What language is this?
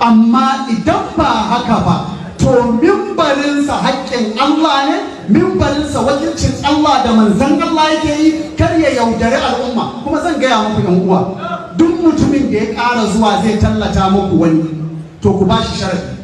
Hausa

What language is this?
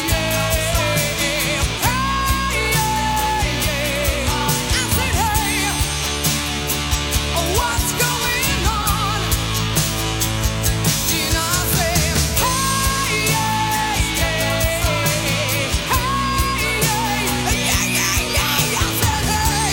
Spanish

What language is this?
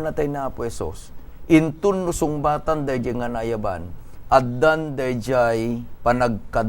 Iloko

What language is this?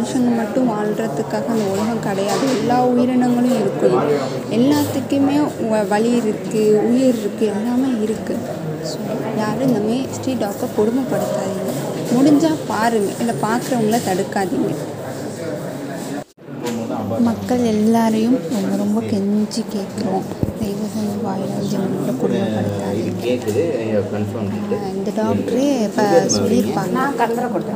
Tamil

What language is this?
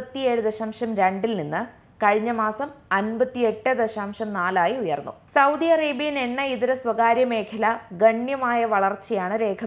Malayalam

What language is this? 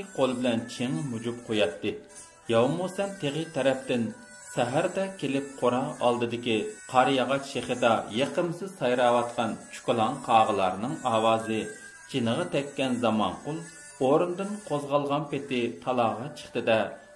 Uyghur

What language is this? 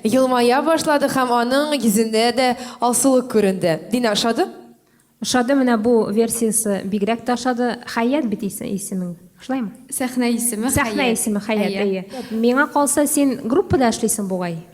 Tatar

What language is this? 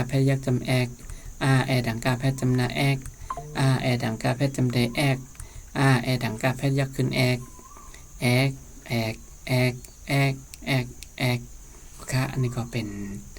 Shan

